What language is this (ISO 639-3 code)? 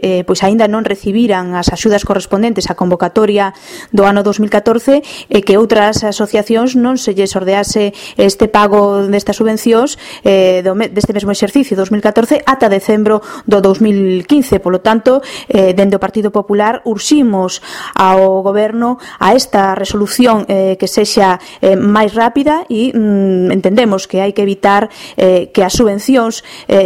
glg